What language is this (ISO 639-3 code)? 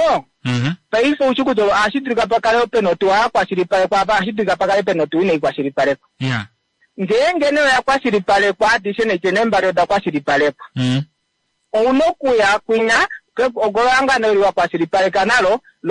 kua